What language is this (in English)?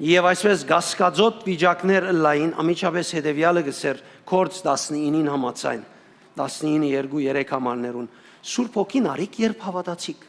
Western Armenian